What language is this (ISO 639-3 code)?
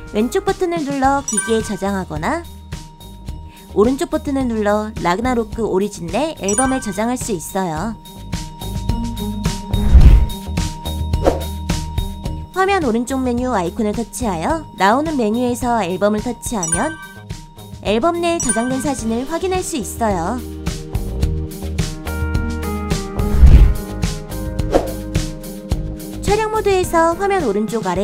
kor